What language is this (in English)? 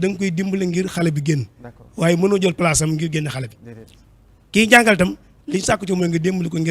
Wolof